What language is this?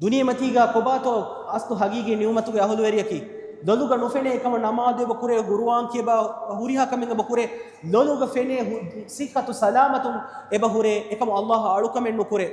Divehi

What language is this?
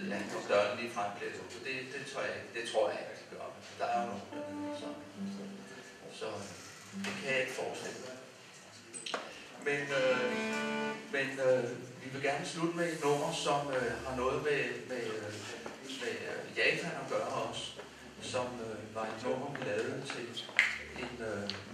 Danish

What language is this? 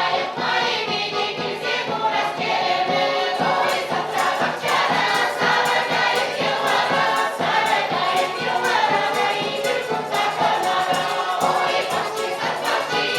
Chuvash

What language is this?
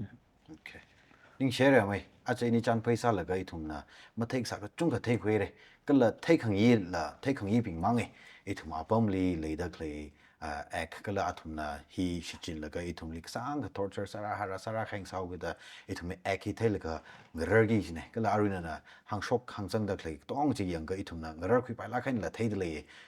Tangkhul Naga (India)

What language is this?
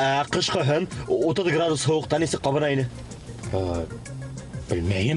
Bashkir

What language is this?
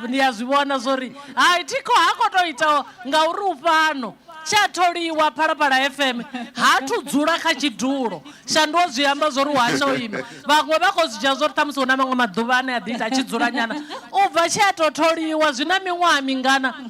Venda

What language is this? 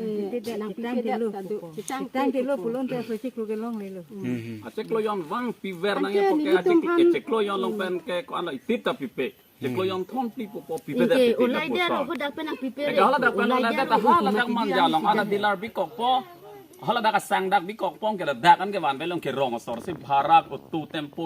Karbi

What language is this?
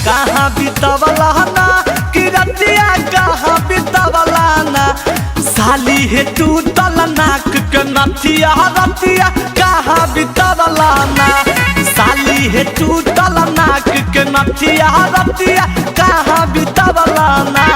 Magahi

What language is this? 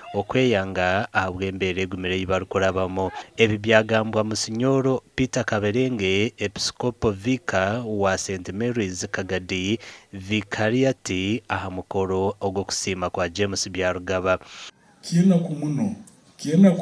Nyankole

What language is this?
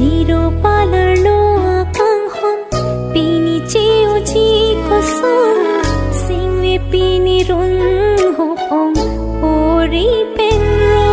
Karbi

